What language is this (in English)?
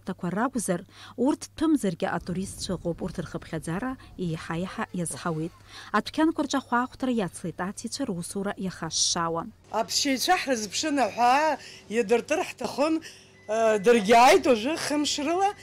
Abkhazian